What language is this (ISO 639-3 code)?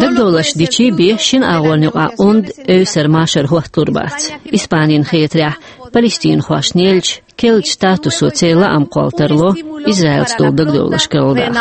che